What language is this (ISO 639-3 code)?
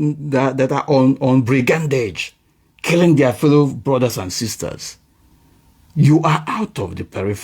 ibo